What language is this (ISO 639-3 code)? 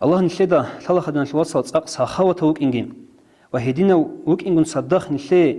ava